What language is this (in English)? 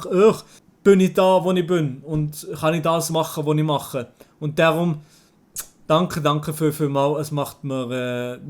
Swiss German